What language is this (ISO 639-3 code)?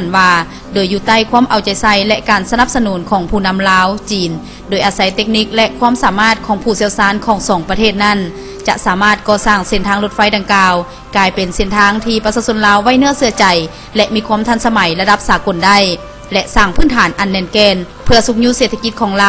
lao